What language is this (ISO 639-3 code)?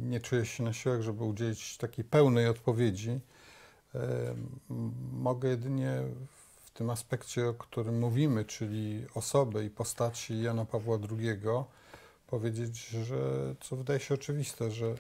pol